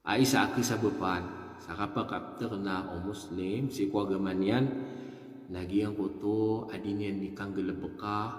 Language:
Maranao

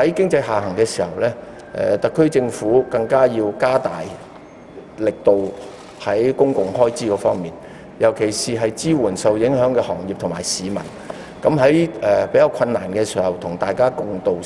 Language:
Cantonese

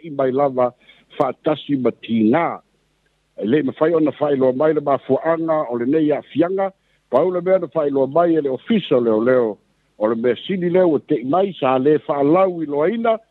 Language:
Samoan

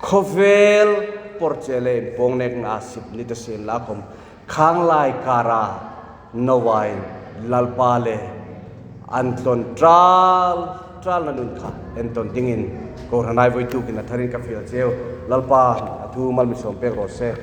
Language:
Hmar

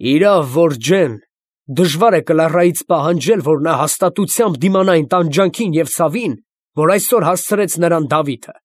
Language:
Armenian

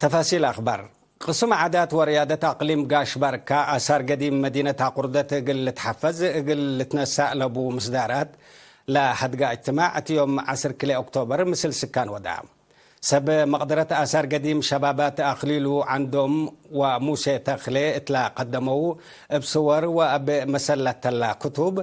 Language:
Tigre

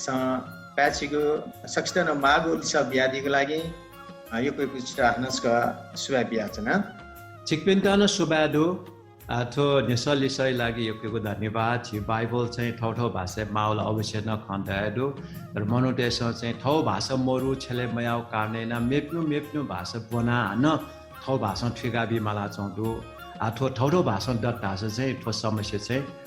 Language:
Newari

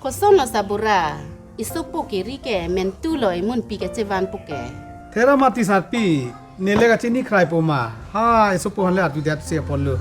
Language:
Karbi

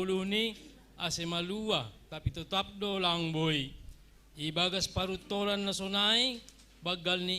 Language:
Batak Simalungun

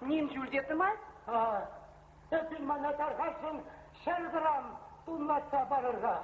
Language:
Chuvash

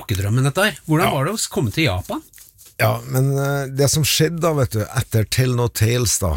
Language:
Norwegian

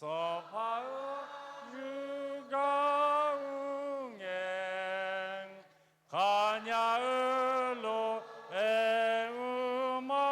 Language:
Akha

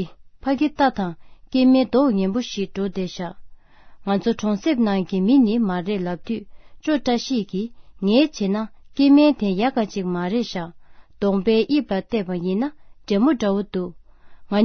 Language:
Tibetan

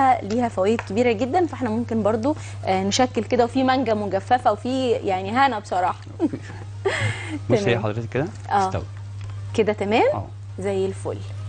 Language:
Egyptian Arabic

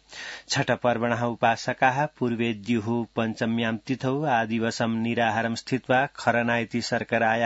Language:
Sanskrit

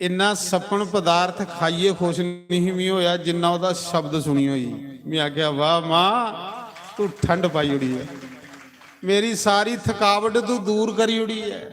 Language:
Dogri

